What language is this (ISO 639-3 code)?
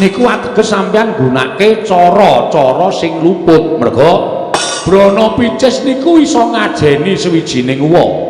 jav